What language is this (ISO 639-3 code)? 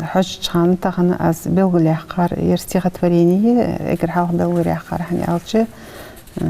inh